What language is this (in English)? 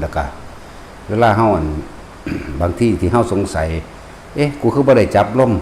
Northeastern Thai